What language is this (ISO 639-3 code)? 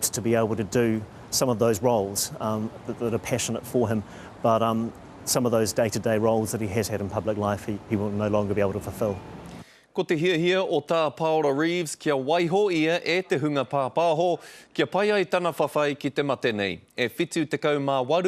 mri